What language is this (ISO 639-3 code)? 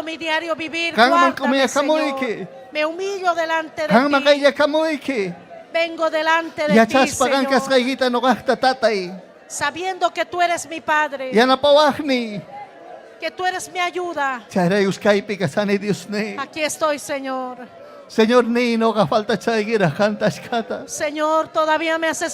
quy